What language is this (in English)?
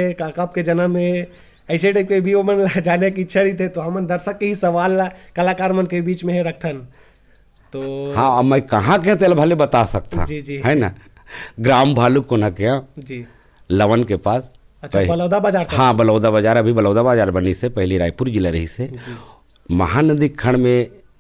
Chhattisgarhi